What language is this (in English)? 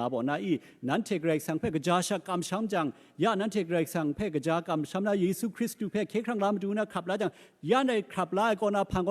Kachin